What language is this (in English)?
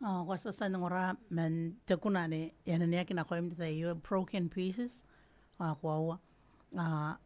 Gilbertese